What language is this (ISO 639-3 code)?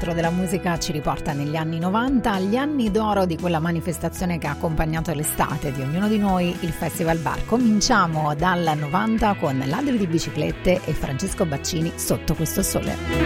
ita